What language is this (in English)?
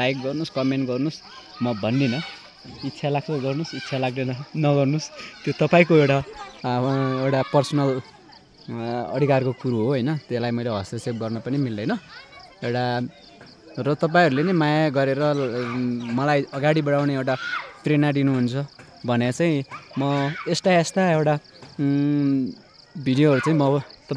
Nepali